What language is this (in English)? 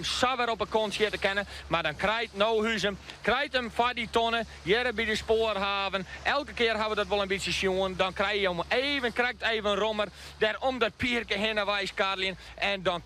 Western Frisian